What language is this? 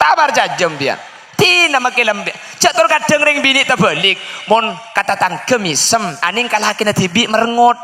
Madurese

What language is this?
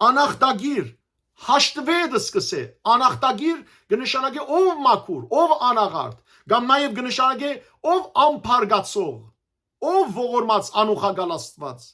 Western Armenian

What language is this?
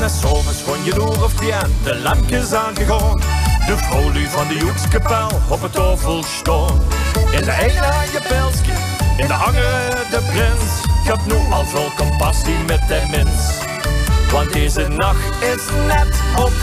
Limburgish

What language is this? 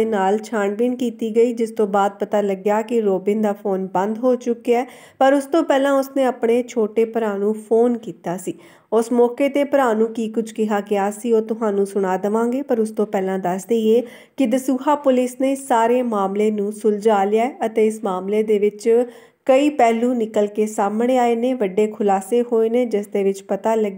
Punjabi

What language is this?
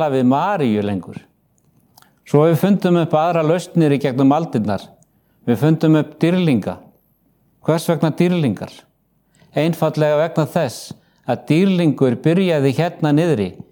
Icelandic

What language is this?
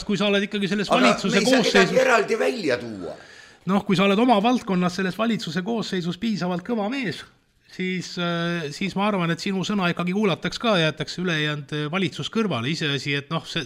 Estonian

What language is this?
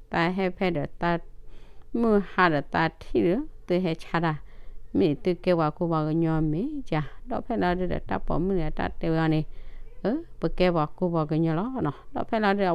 S'gaw Karen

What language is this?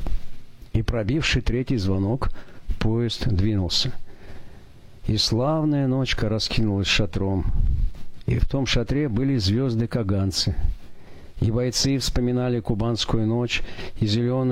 Russian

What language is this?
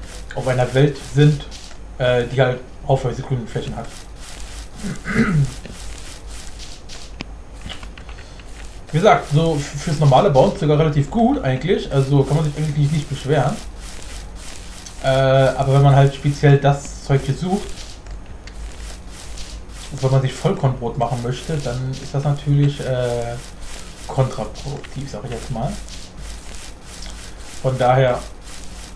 German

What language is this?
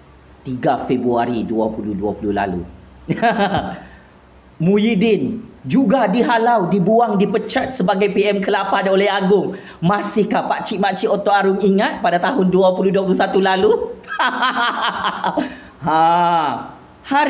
Malay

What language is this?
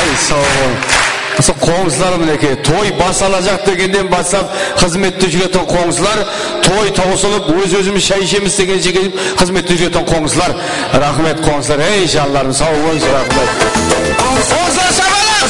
Kara-Kalpak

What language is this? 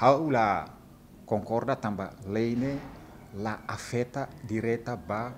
Tetum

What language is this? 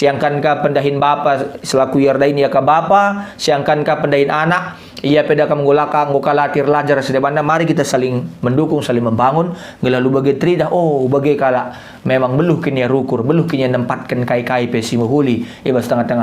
Batak Karo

